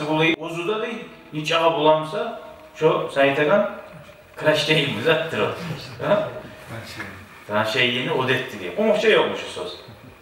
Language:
Kumyk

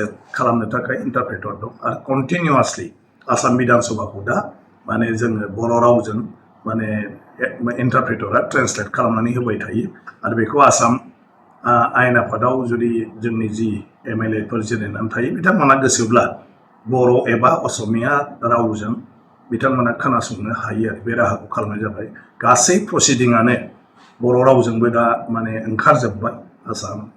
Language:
Bodo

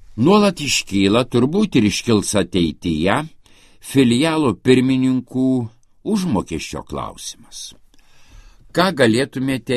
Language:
Lithuanian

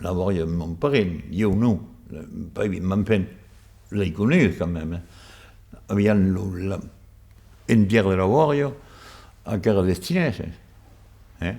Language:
Occitan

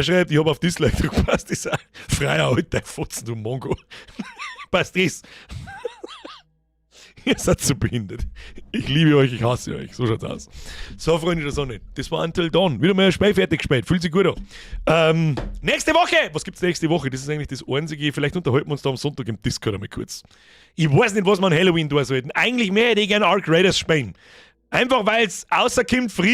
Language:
Bavarian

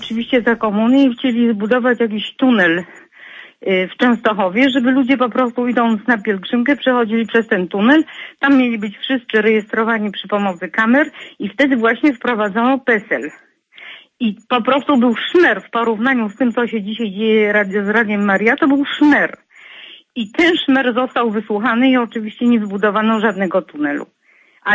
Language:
Polish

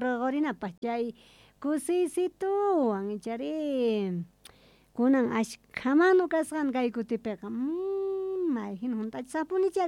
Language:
South Bolivian Quechua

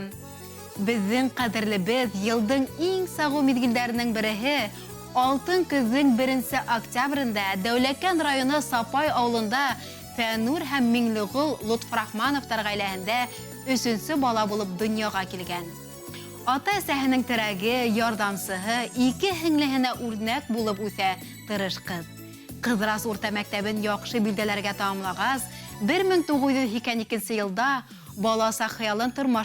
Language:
Bashkir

